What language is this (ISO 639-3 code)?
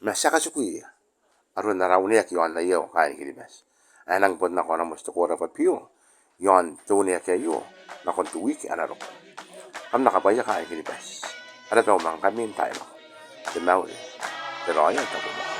gil